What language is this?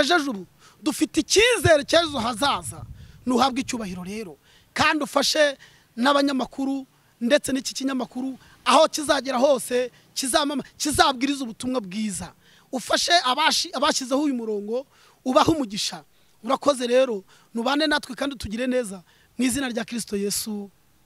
Kinyarwanda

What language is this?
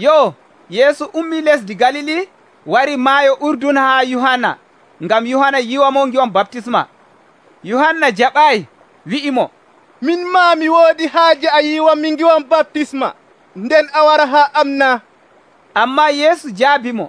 Nigerian Fulfulde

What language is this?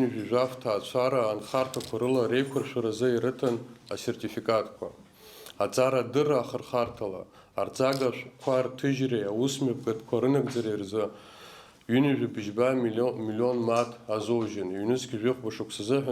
Abkhazian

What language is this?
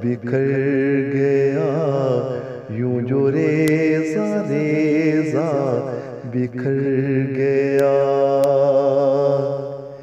Urdu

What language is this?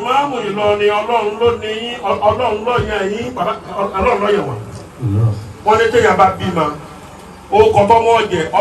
Yoruba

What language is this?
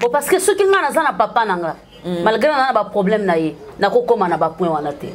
Lingala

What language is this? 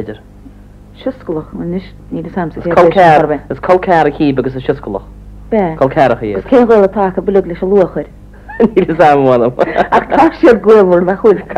Irish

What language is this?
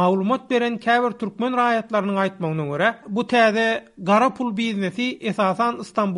Turkmen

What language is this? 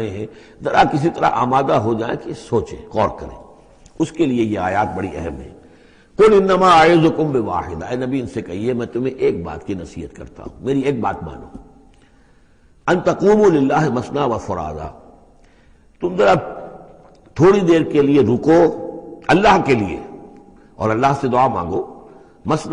Urdu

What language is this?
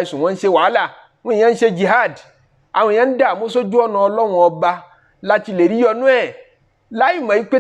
Yoruba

